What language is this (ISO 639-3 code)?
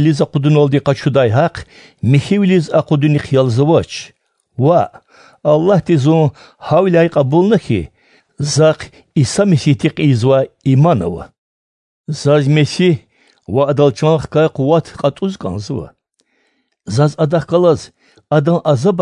lez